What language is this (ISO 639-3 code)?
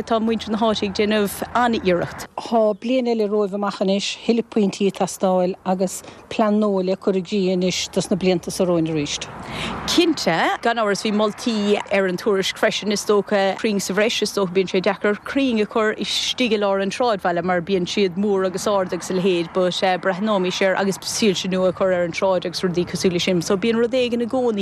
gle